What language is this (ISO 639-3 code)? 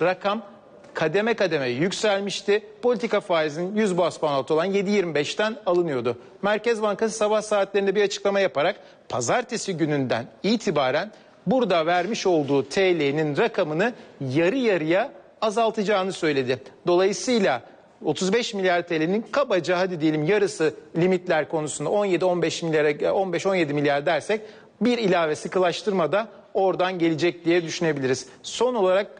tur